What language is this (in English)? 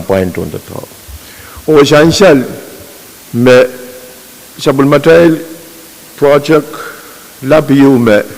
Pohnpeian